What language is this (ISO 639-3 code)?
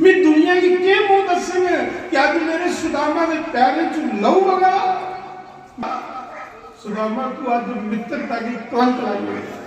doi